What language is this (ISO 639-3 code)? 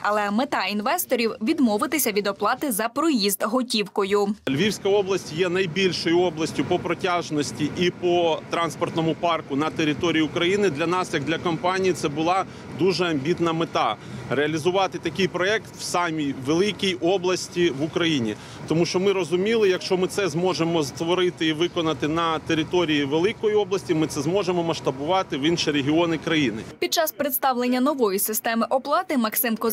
ukr